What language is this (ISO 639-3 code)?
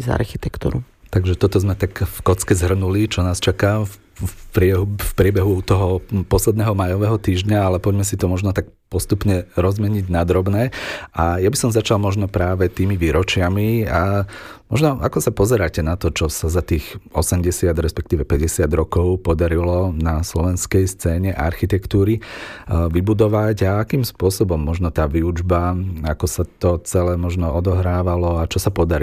slk